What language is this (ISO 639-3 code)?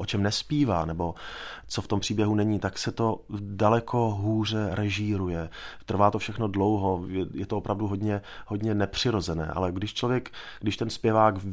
ces